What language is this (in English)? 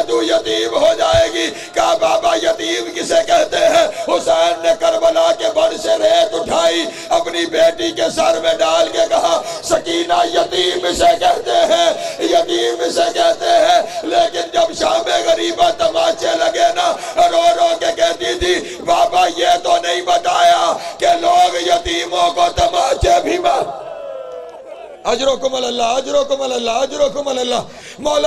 Urdu